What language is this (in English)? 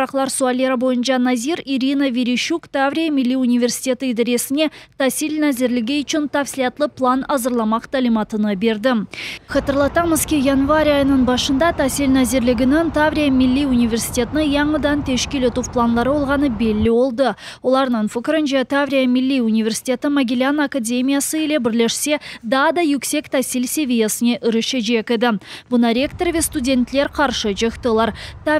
Crimean Tatar